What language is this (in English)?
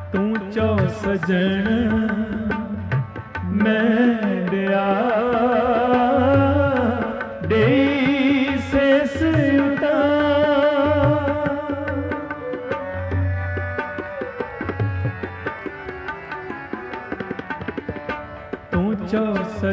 Punjabi